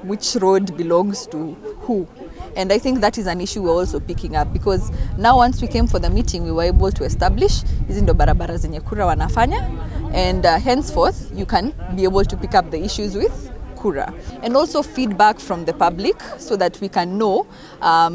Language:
Kikuyu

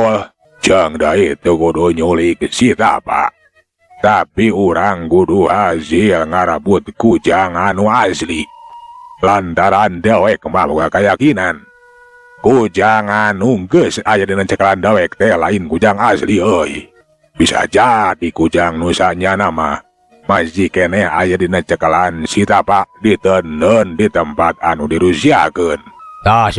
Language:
Sundanese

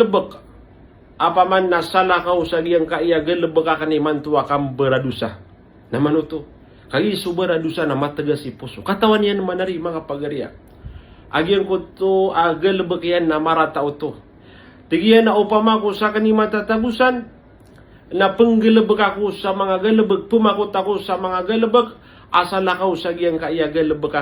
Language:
Maranao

